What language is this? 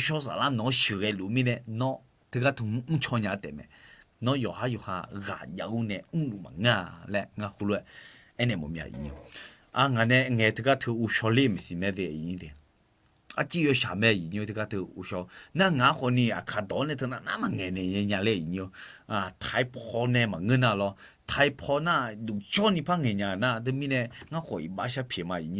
Akha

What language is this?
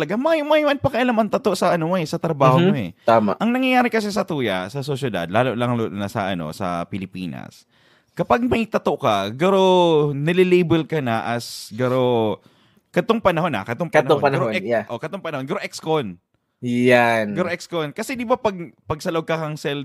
Bikol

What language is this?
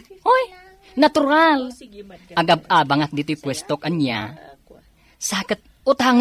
Iloko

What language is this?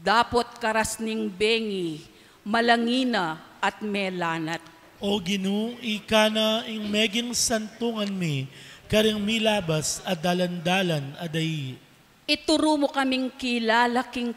Pampanga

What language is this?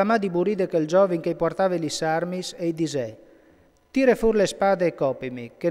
Friulian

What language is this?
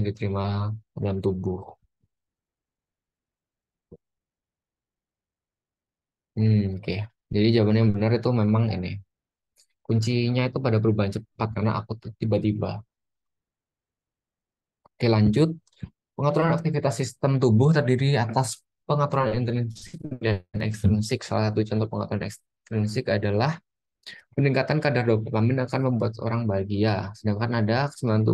Indonesian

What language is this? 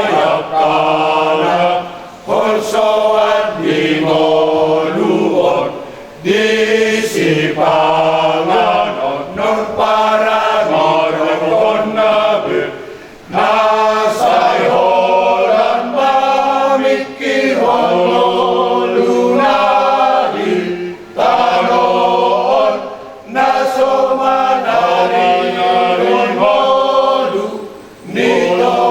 Batak Toba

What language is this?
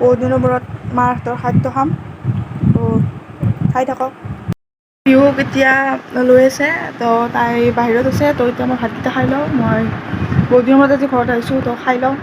Assamese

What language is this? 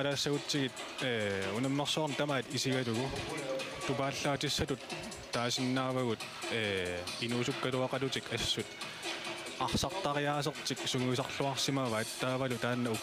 Kalaallisut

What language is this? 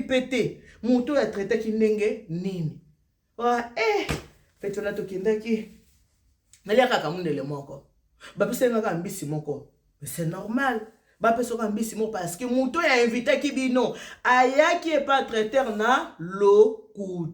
Lingala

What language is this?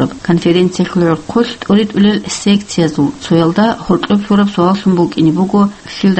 Avaric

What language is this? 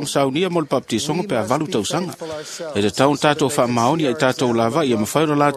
Samoan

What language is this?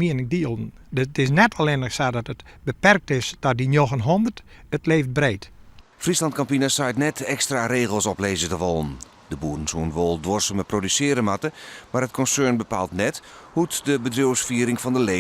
Western Frisian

